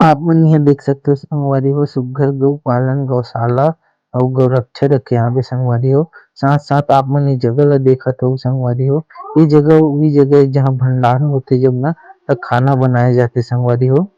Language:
Chhattisgarhi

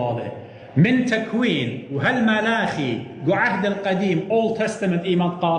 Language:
Assyrian Neo-Aramaic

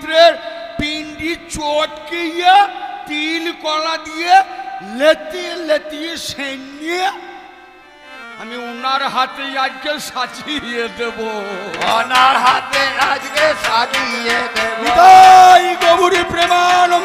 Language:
Bangla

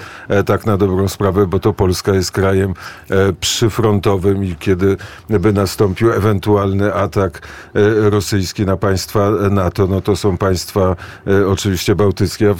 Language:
Polish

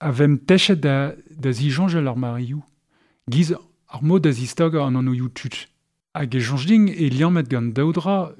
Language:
Breton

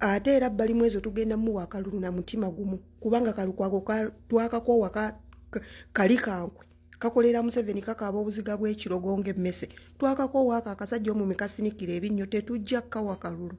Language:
Ganda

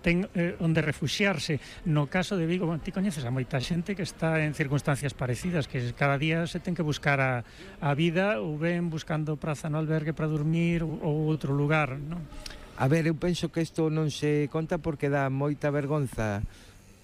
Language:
Galician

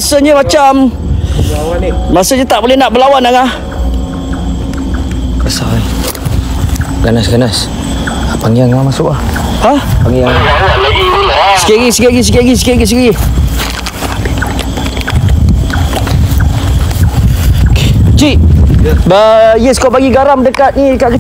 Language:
Malay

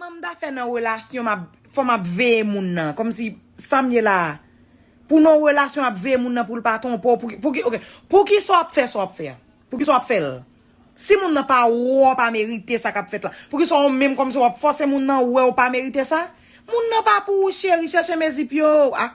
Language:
Haitian Creole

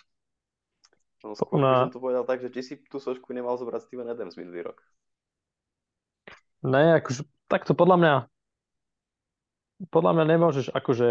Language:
Slovak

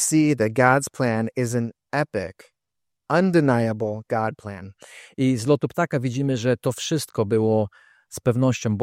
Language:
Polish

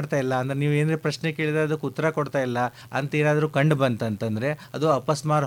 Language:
Kannada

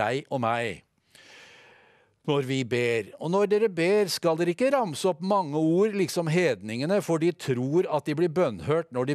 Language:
Norwegian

